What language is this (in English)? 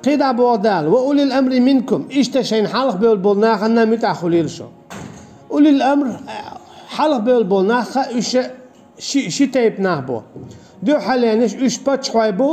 Chechen